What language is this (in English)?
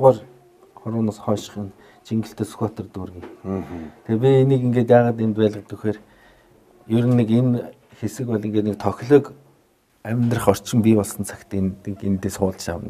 Mongolian